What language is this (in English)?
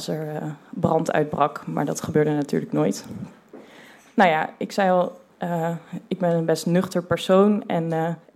Dutch